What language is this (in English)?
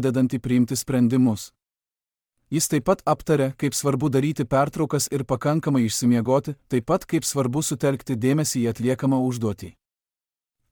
Lithuanian